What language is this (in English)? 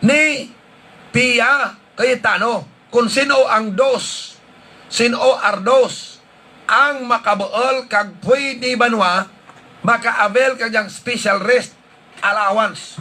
Hiligaynon